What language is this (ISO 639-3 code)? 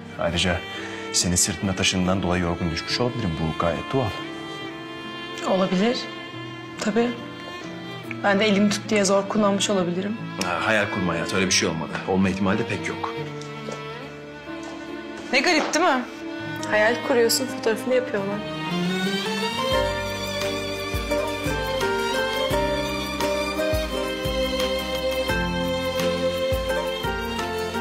tur